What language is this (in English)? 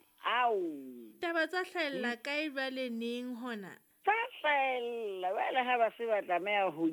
Southern Sotho